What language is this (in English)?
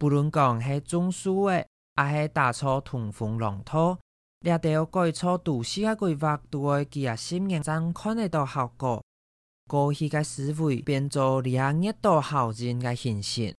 Hakka Chinese